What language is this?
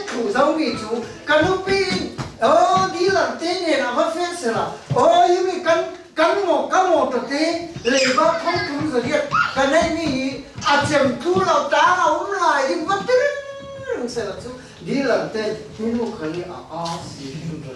Falam Chin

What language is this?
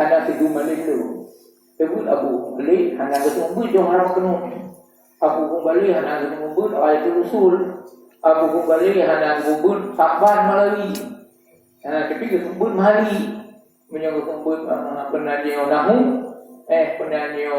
Achinese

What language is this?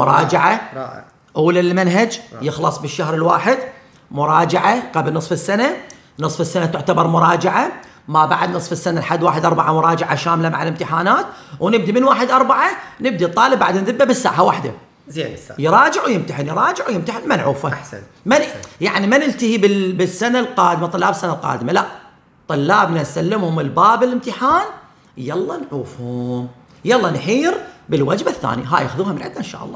Mesopotamian Arabic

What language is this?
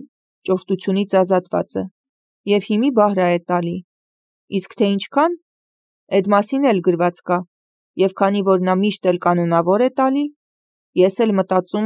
Armenian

